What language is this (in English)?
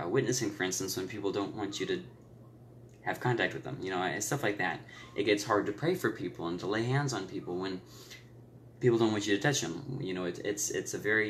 English